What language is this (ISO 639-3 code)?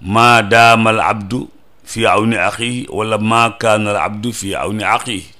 wol